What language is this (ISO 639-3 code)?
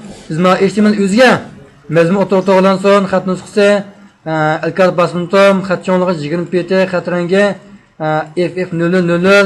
uig